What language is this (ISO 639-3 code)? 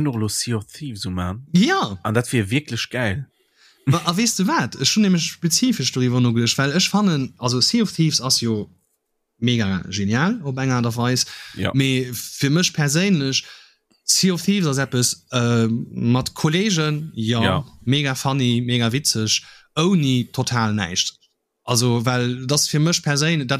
ltz